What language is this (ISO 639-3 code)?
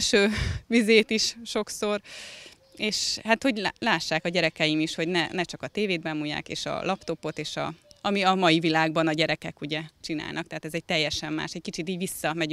hun